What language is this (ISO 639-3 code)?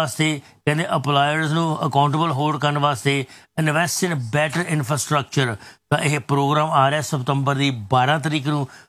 pan